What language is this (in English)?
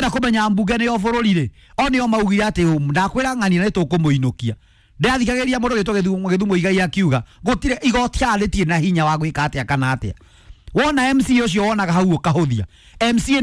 Kikuyu